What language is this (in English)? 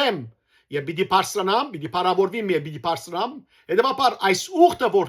Western Armenian